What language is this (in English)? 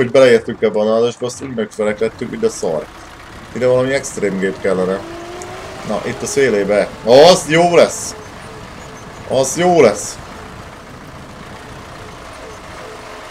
Hungarian